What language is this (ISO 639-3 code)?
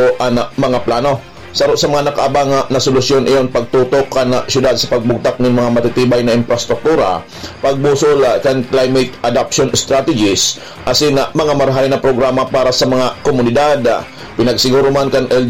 bik